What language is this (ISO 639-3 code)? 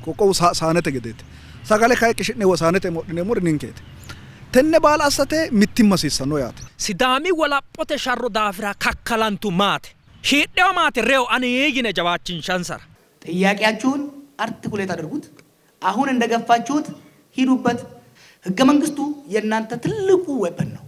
sid